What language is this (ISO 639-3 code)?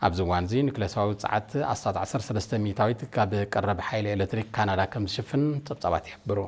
tir